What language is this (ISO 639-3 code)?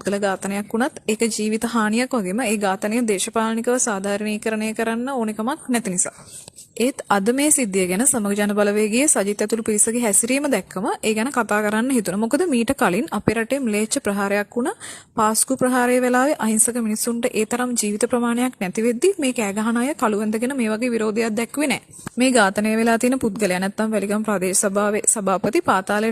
sin